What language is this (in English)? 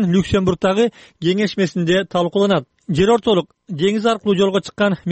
Kyrgyz